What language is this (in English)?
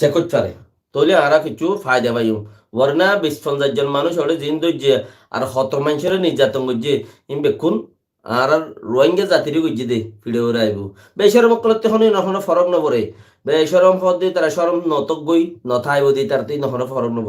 Rohingya